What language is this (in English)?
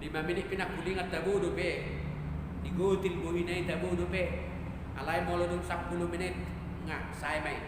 Batak Toba